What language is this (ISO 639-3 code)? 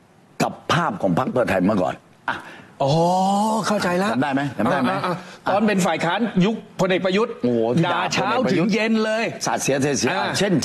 tha